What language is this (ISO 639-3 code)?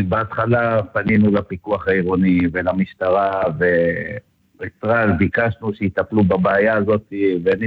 heb